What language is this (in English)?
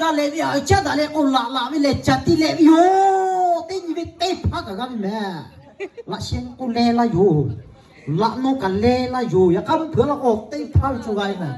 Lahu